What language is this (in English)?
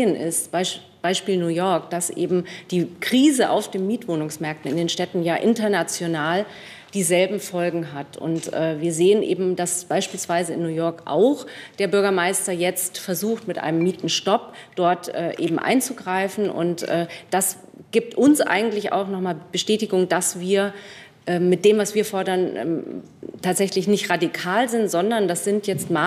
German